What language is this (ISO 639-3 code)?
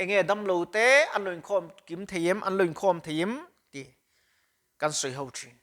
lus